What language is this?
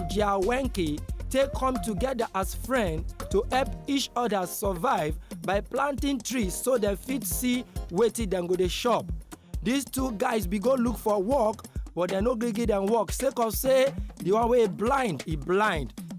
Nigerian Pidgin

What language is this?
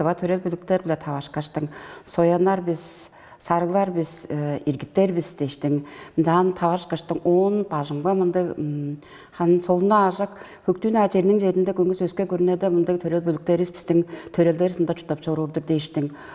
Tuvinian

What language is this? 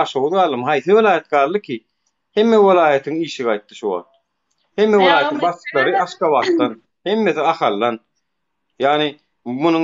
Turkmen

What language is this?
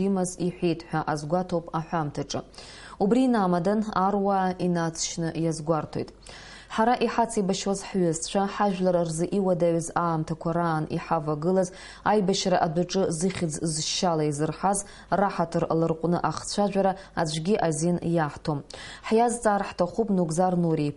Abkhazian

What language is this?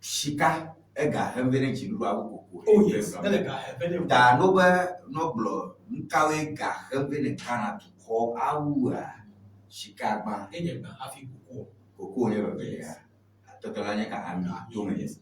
Ewe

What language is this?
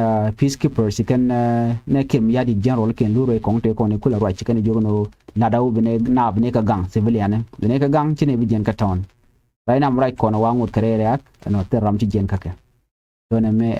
Nuer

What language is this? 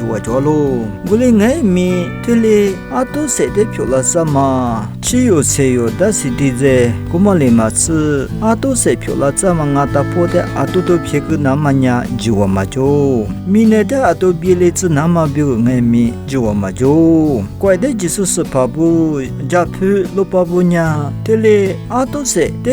Lisu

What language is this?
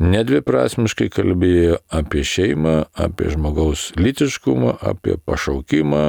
Lithuanian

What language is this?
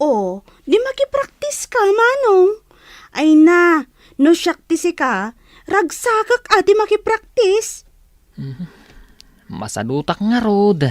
Iloko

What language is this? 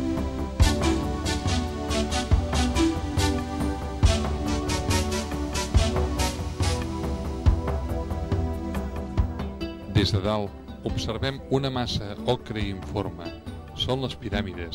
Catalan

